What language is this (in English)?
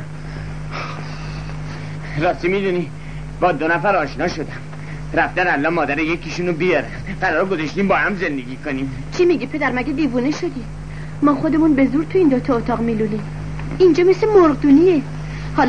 Persian